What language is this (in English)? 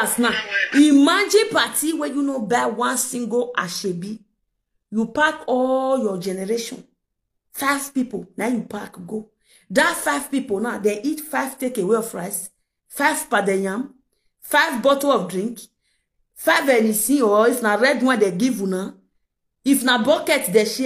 Nigerian Pidgin